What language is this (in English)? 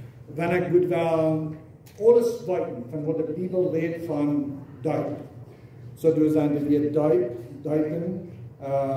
Plautdietsch